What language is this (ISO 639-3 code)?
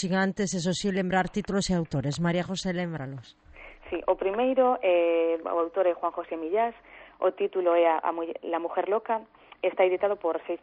glg